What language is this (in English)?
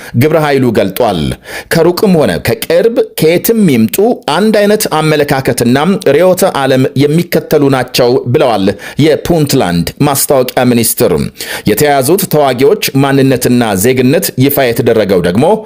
Amharic